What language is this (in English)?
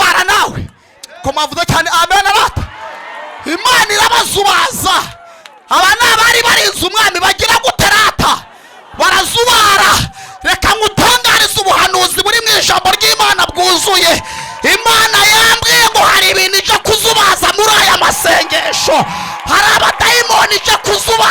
Kinyarwanda